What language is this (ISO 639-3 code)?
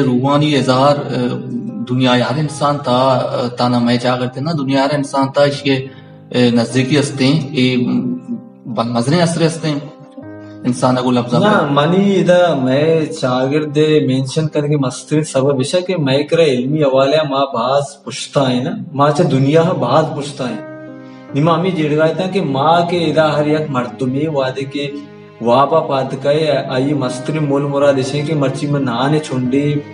bal